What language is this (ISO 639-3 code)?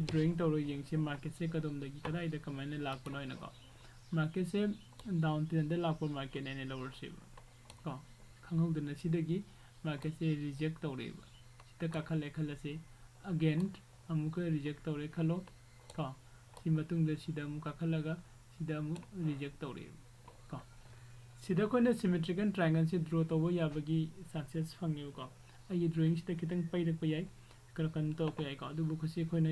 mni